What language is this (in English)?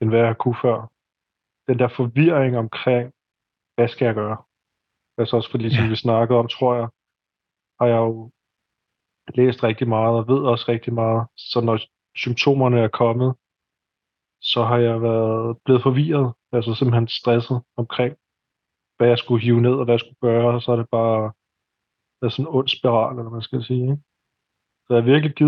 Danish